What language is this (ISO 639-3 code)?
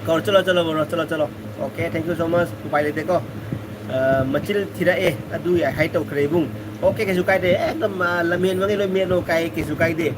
mni